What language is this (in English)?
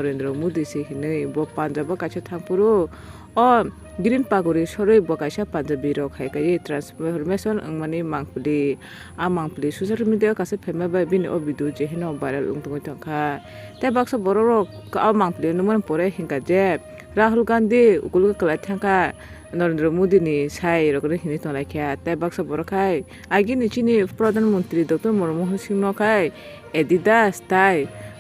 Kok Borok